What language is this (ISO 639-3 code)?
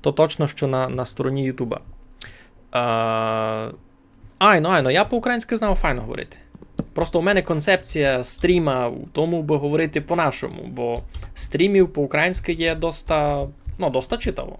rue